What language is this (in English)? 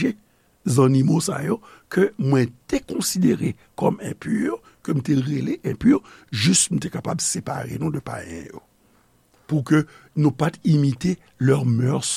Haitian Creole